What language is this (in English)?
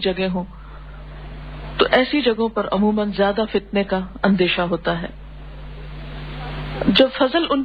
Urdu